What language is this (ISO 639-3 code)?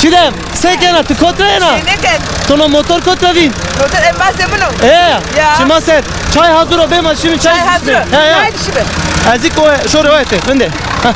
zza